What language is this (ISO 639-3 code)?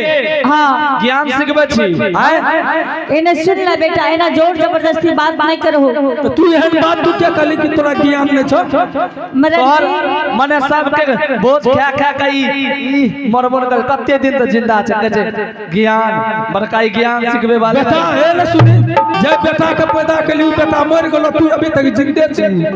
anp